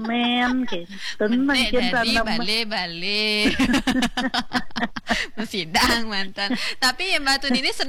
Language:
Balinese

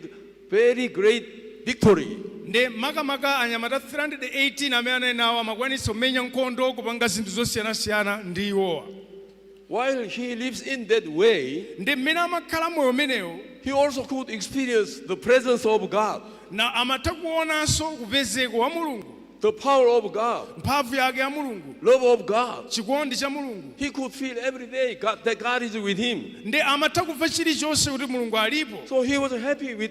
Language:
Nyanja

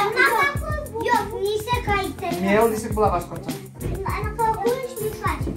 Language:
Bashkir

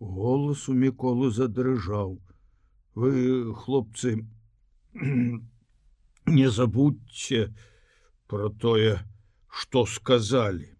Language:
Belarusian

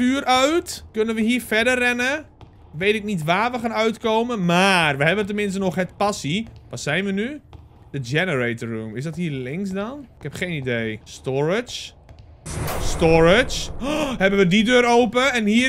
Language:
Dutch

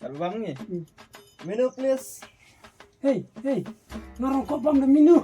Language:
Khasi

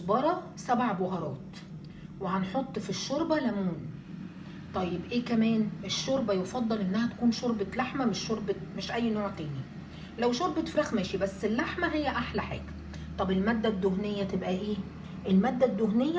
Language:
Egyptian Arabic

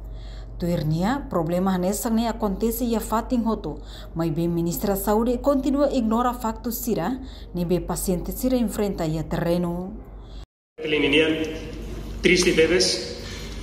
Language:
Tetum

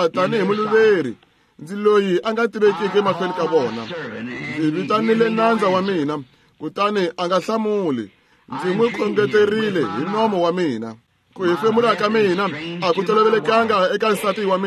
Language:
Tsonga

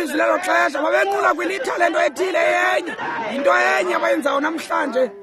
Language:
Xhosa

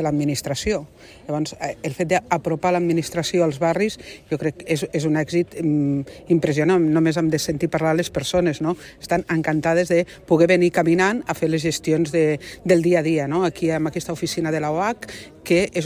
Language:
Catalan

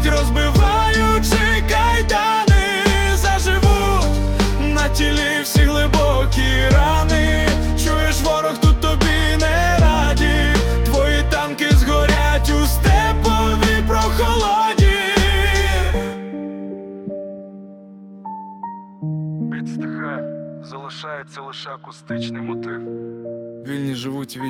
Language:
Ukrainian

